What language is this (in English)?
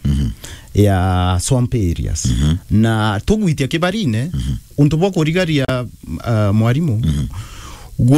Meru